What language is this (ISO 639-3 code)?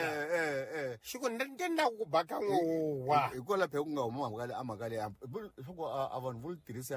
tso